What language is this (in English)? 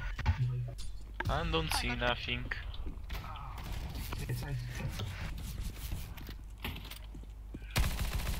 Polish